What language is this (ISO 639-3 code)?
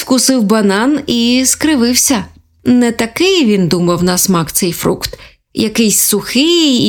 ukr